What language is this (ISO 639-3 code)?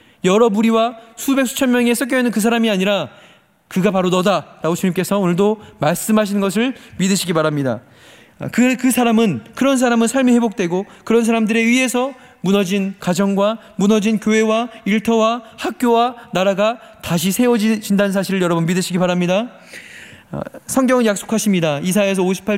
kor